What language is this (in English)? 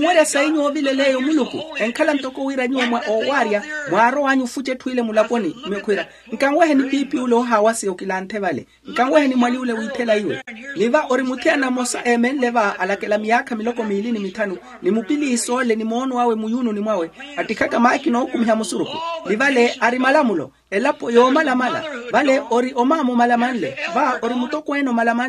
Makhuwa